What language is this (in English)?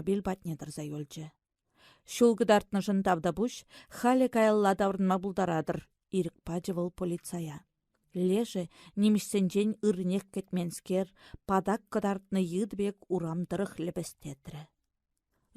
Chuvash